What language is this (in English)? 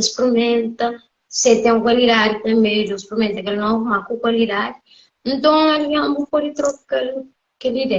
Kabuverdianu